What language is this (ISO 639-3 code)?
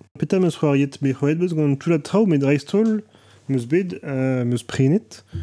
bre